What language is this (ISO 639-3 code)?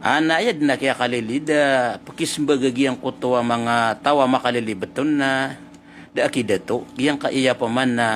mrw